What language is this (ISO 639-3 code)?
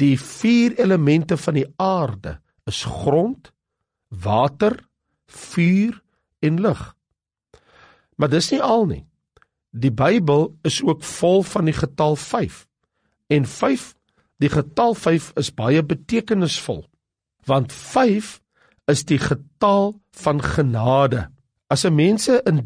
afr